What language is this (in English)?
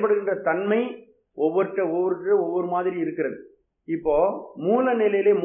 Tamil